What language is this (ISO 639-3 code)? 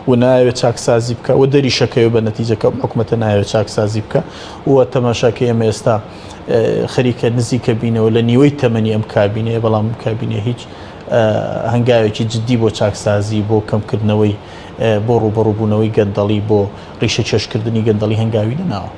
ckb